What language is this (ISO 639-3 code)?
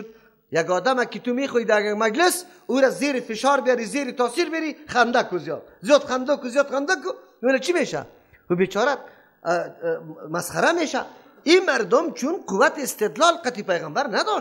fas